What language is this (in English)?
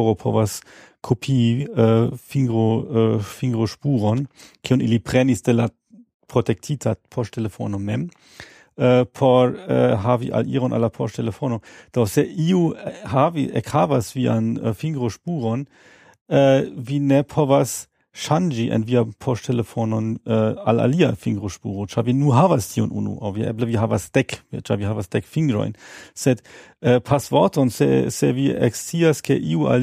Esperanto